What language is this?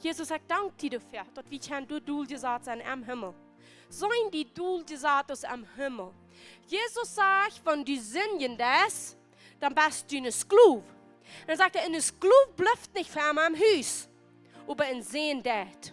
Plautdietsch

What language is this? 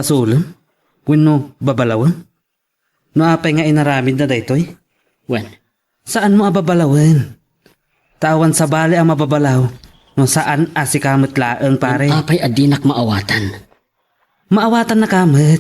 Iloko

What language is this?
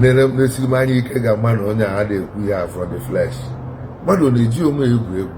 Igbo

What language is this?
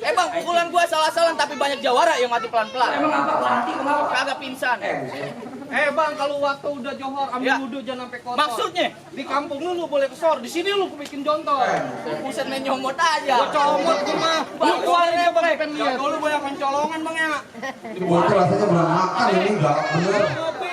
Betawi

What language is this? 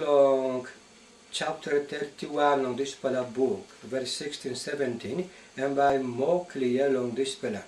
Tok Pisin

